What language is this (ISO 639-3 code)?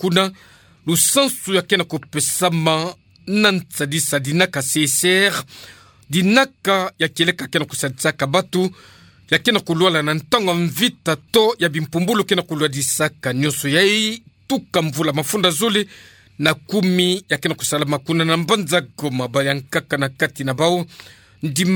ktu